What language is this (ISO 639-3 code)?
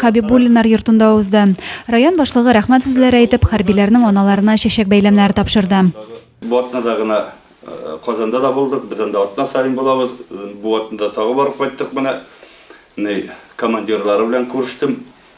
tat